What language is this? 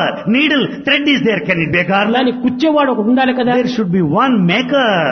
Telugu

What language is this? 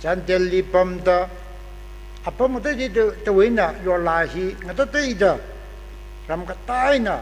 Tangkhul Naga (India)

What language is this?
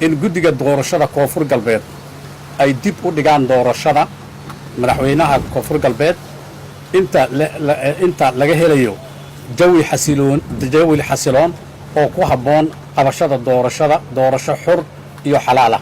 Somali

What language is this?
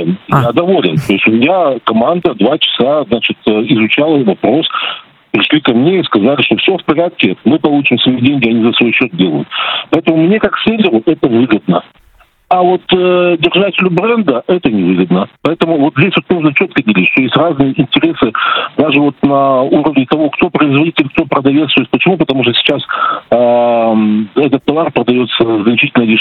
Russian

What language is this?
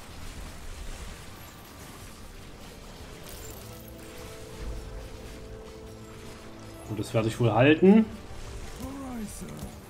German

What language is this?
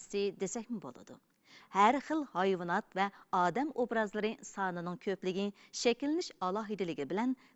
Uyghur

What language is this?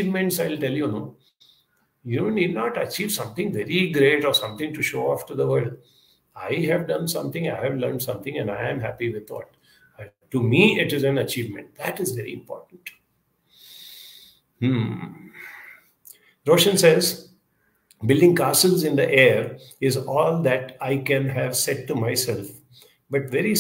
English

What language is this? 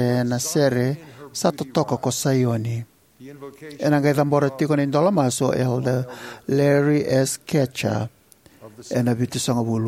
Fijian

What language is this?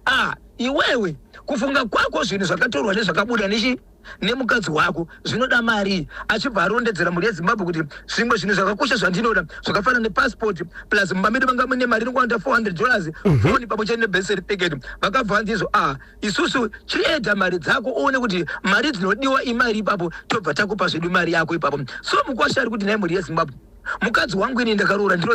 Shona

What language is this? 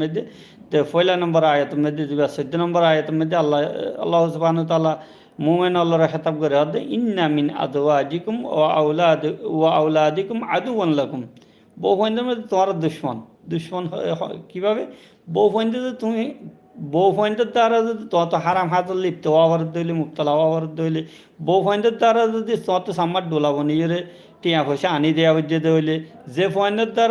Rohingya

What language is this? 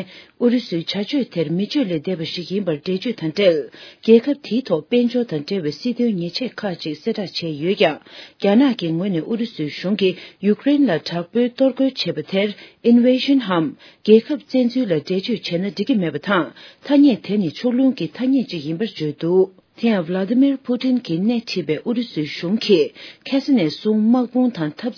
Tibetan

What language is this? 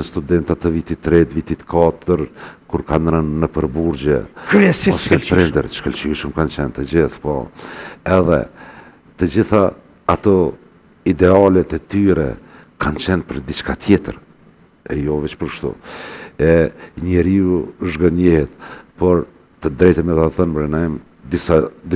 Albanian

